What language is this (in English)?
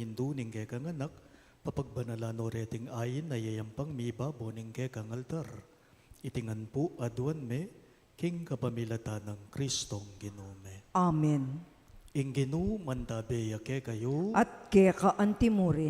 Pampanga